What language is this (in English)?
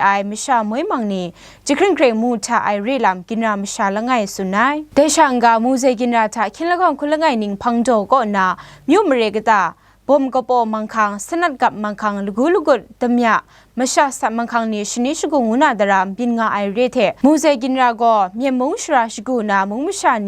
Kachin